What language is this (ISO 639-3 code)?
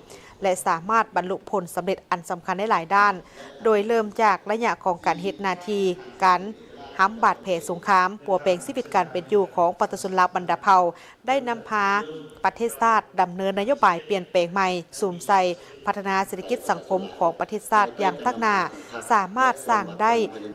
lao